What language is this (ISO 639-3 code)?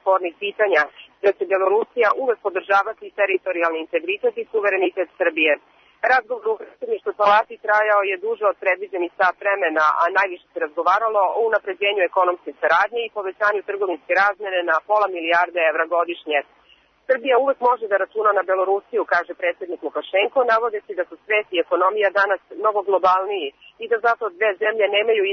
srp